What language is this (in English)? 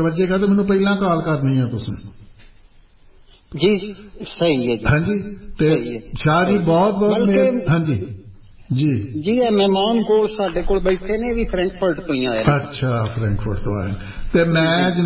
Punjabi